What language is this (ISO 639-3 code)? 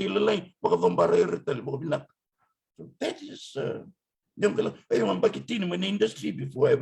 fij